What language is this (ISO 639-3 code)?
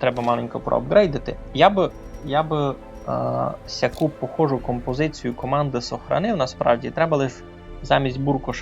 rue